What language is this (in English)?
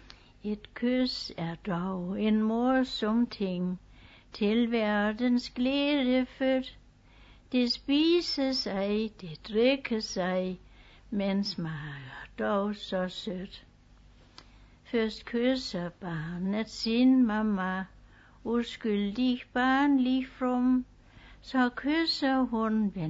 Danish